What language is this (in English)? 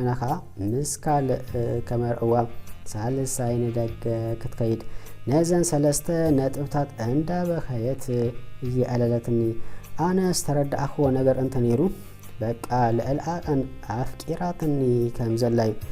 Tigrinya